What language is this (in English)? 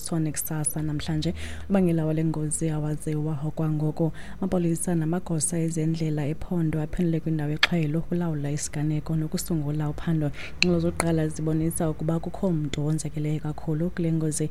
Xhosa